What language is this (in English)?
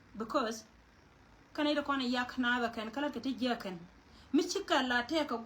Nuer